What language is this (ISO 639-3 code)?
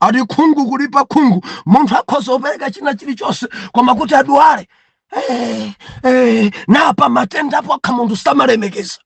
nya